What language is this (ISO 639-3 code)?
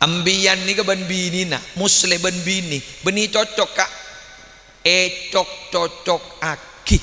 mad